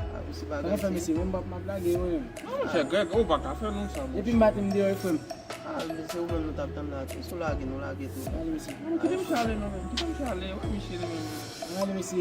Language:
Haitian Creole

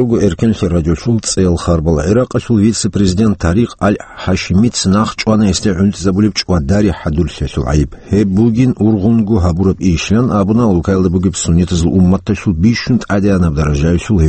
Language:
Avaric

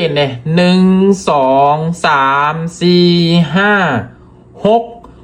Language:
Lao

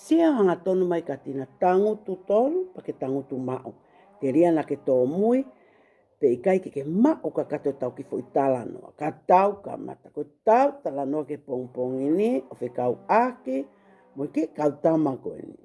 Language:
Tongan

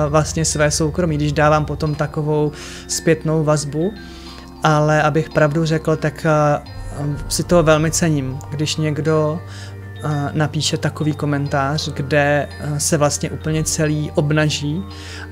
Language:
Czech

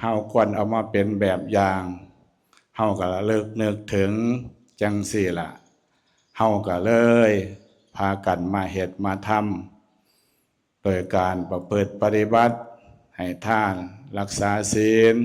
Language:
Northeastern Thai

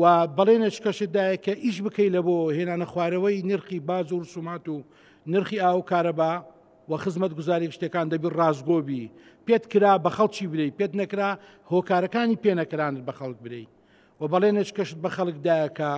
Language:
Central Kurdish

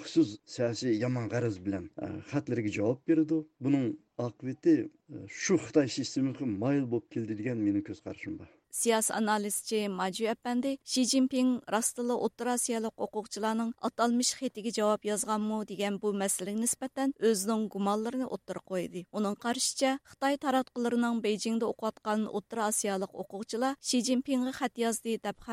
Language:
Uyghur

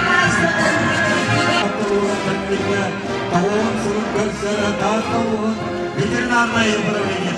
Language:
Yakut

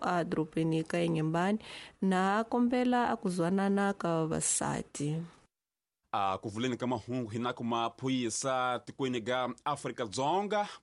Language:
Tsonga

